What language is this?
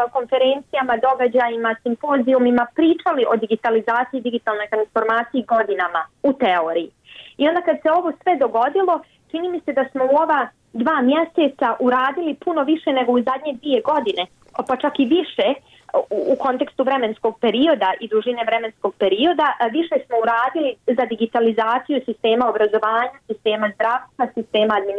Bosnian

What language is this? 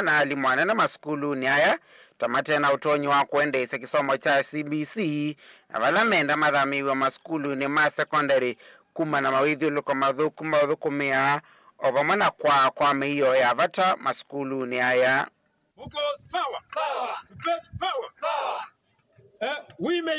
Kamba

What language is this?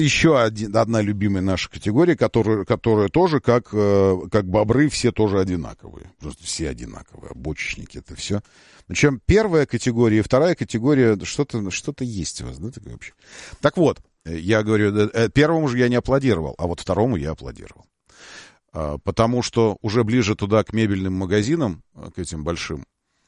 Russian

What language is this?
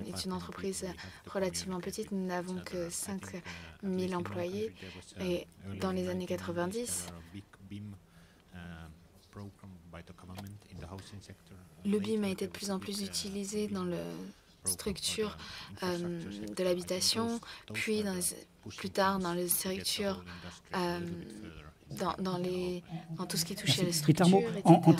French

